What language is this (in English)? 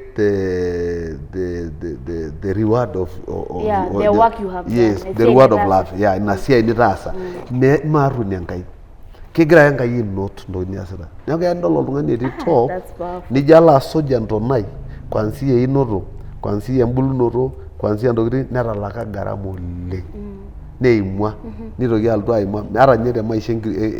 Masai